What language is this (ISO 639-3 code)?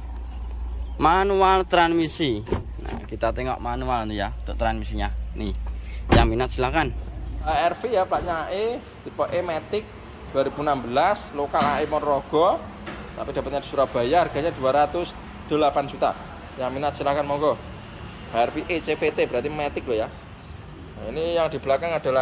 ind